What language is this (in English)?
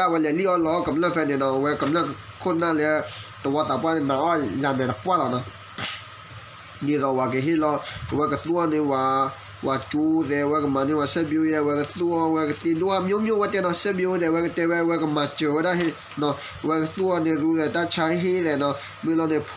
S'gaw Karen